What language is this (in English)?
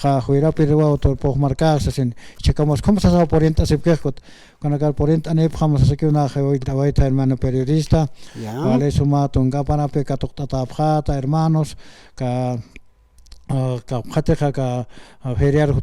Aymara